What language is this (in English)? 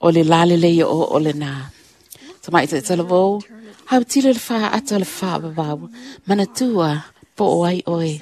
Samoan